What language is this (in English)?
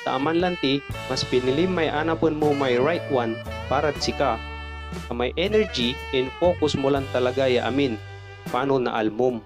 Pangasinan